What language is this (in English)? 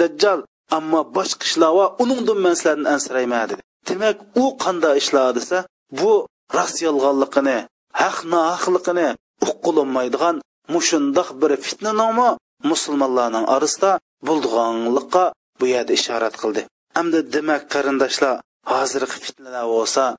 Uyghur